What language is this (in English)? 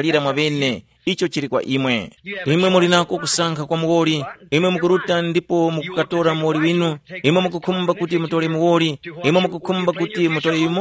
Tumbuka